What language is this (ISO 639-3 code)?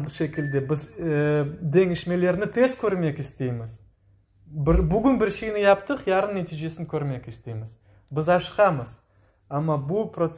crh